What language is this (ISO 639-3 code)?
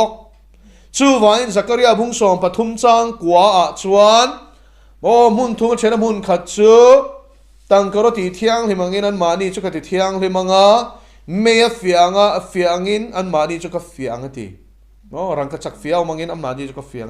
lus